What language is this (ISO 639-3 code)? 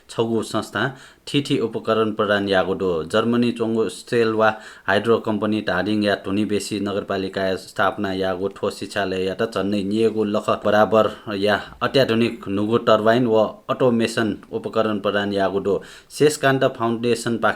new